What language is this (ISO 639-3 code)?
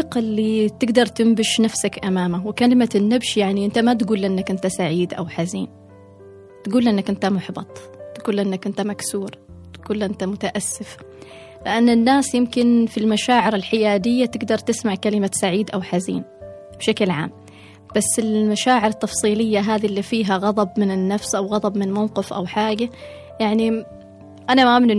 afb